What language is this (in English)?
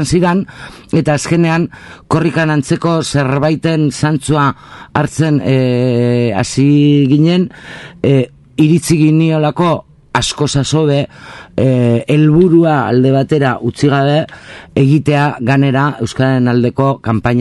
Basque